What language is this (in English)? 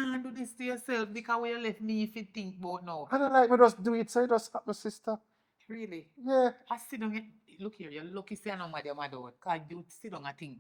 Jamaican Creole English